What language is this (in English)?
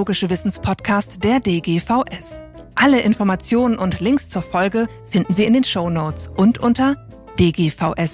German